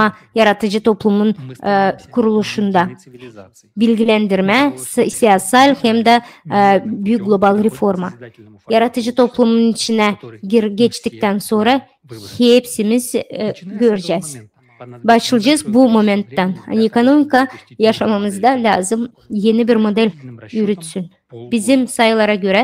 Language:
Gagauz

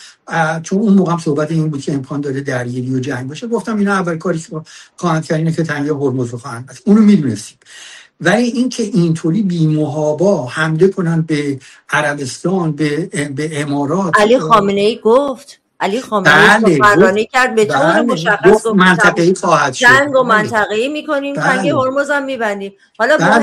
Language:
Persian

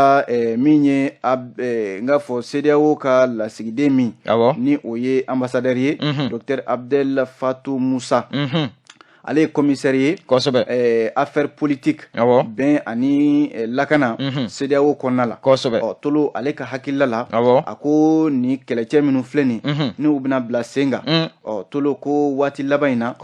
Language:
Bambara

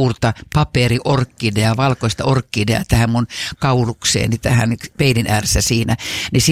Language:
Finnish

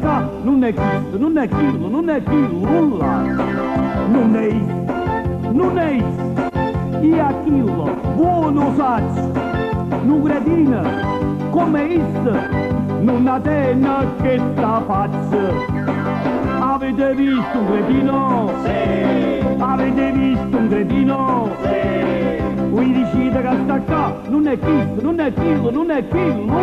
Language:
Neapolitan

